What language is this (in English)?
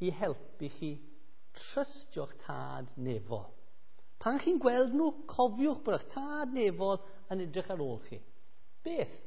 Welsh